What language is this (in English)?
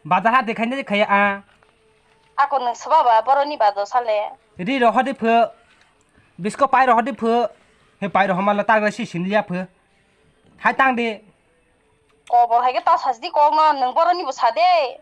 Kok Borok